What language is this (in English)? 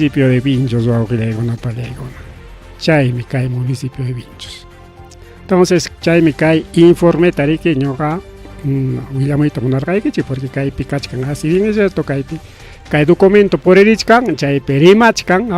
Ayacucho Quechua